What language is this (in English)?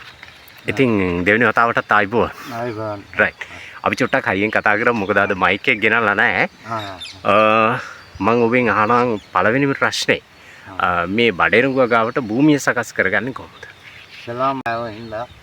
Sinhala